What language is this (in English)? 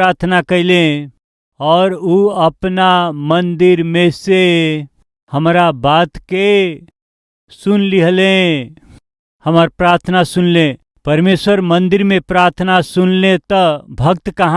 Bhojpuri